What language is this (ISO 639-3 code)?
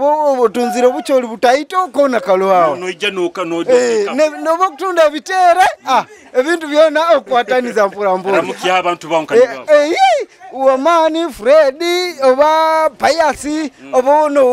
nyo